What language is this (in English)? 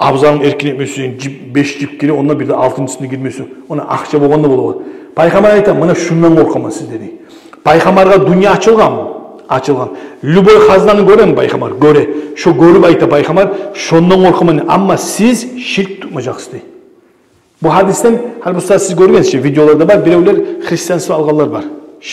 Kumyk